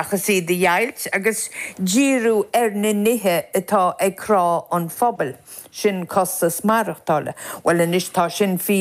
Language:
Irish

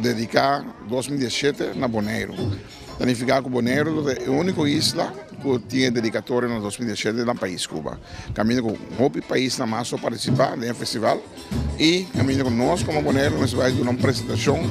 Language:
Papiamento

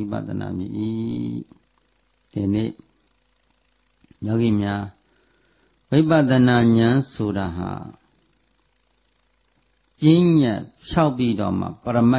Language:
Burmese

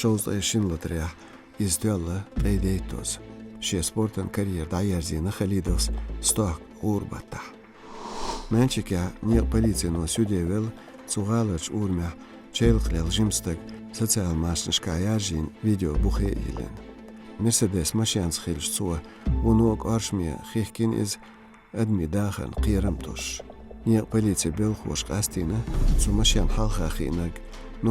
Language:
Chechen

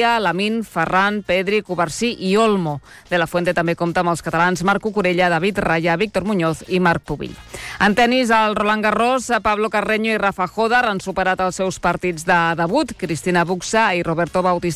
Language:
Catalan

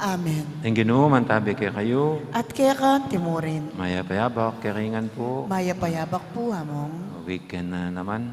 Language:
Pampanga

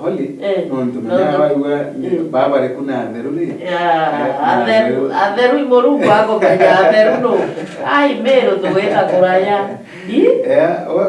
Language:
Meru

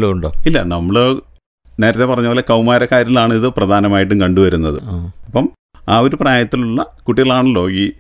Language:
Malayalam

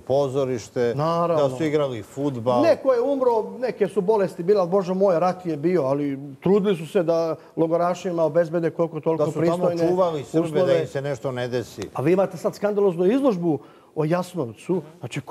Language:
Serbian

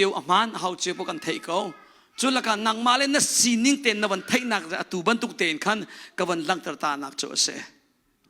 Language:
Hakha Chin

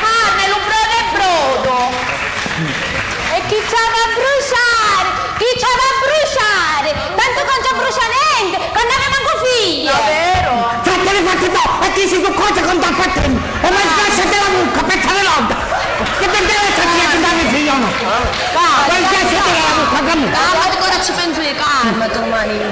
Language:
Sicilian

